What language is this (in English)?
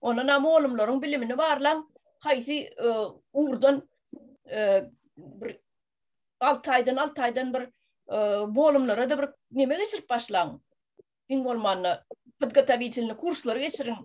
Turkmen